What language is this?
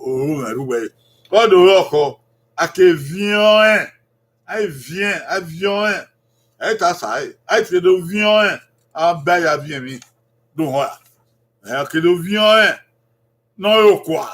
Bini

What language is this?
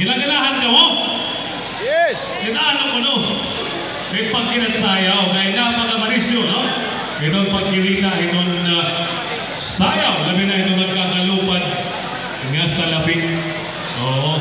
Waray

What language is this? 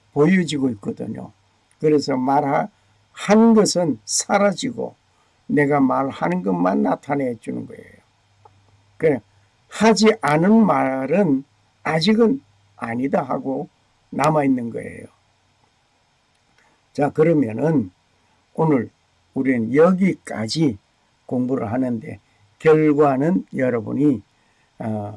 Korean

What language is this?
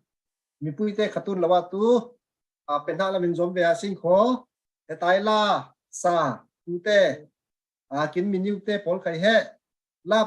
Falam Chin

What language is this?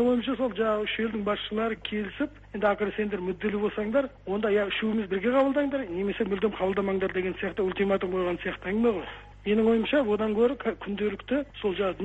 Kazakh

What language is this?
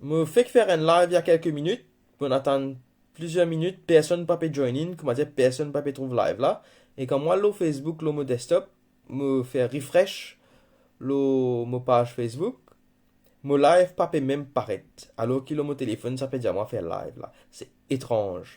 Morisyen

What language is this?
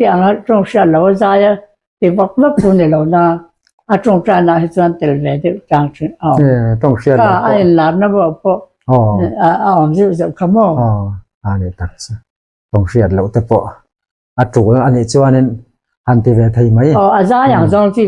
Mizo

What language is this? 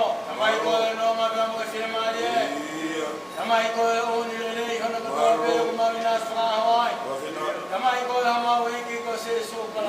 Tongan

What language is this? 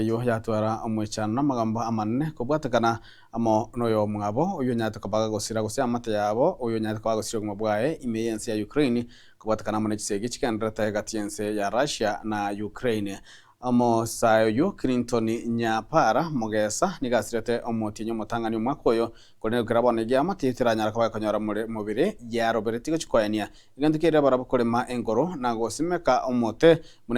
Gusii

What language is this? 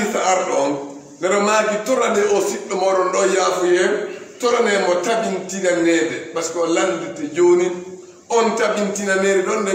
Fula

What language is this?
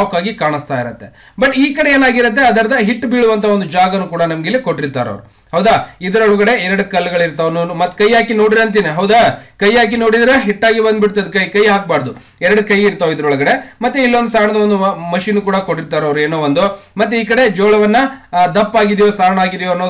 Kannada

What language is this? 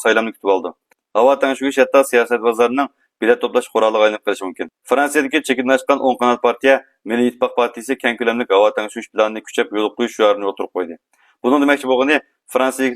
Uyghur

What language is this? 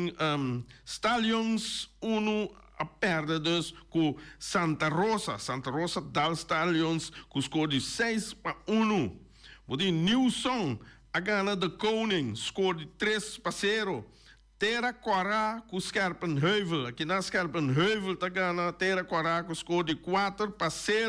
Papiamento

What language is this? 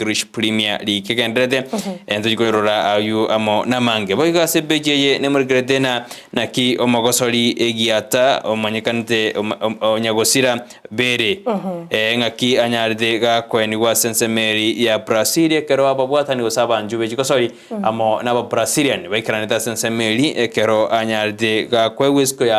Gusii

